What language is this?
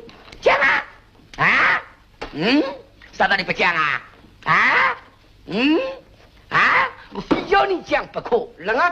Wu Chinese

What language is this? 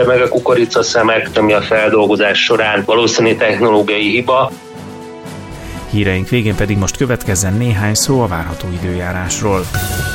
Hungarian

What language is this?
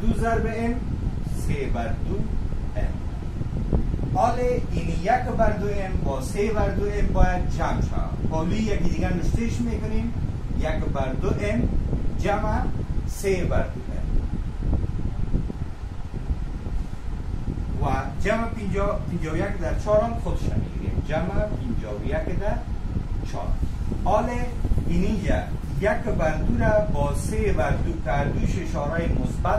Persian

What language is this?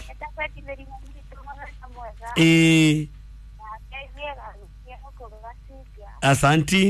Kikuyu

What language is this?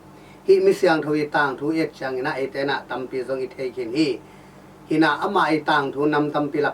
Tedim Chin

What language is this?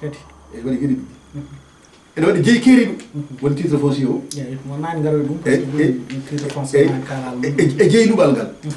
Fula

